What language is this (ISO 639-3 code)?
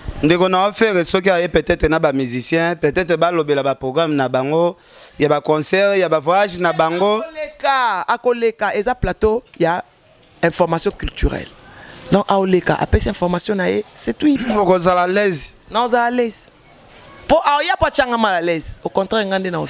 lin